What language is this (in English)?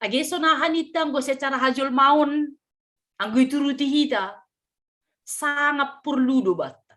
Batak Simalungun